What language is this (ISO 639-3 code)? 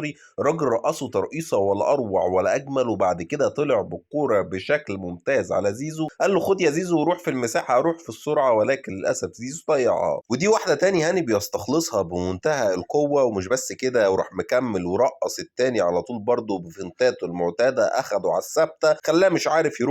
arz